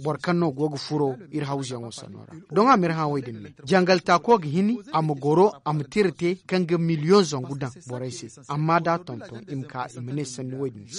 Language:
Zarma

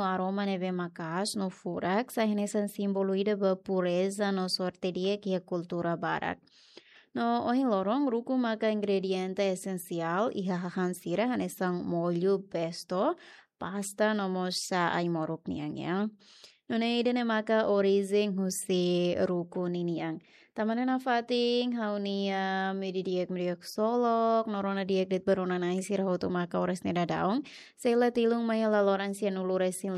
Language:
Tetum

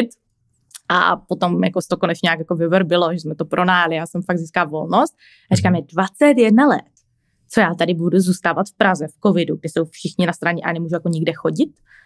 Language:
Czech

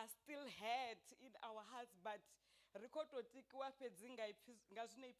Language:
Venda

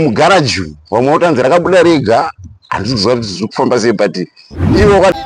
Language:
Shona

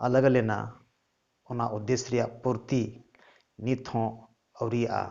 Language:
Santali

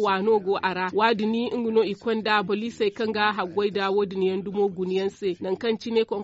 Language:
Zarma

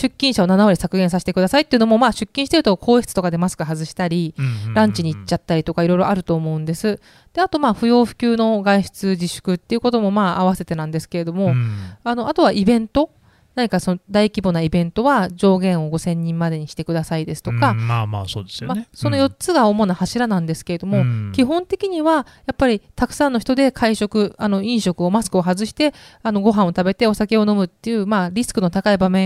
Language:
Japanese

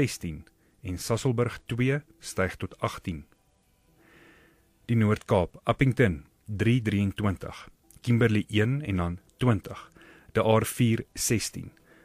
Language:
Afrikaans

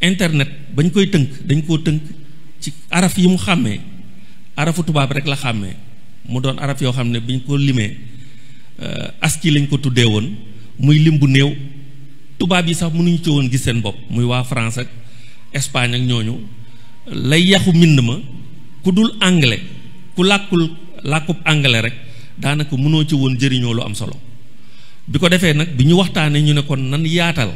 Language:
Wolof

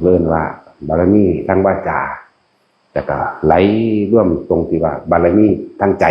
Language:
Northeastern Thai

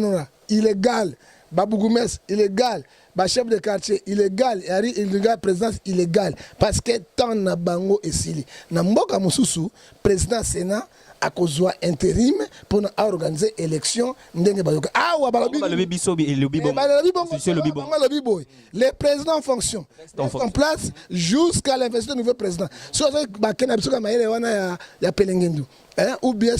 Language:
Lingala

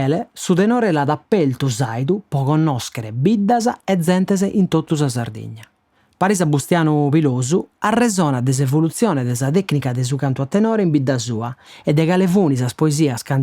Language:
Sardinian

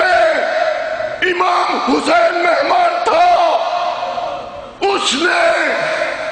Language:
Urdu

